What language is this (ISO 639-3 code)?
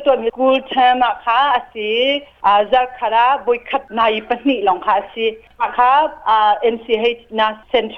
cnh